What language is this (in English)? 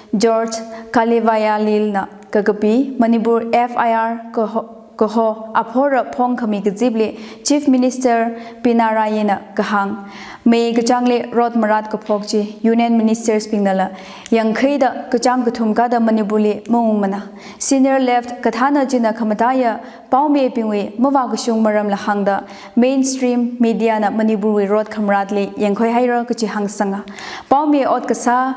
Tangkhul Naga (India)